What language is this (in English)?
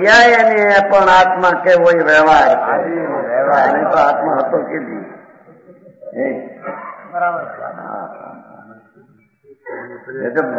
Gujarati